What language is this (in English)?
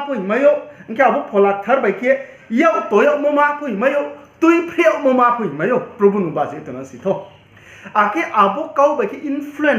Riang (India)